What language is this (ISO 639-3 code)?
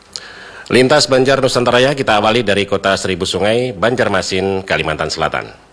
ind